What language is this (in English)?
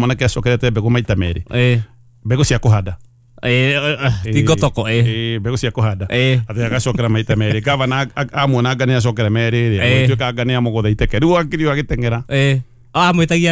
Kikuyu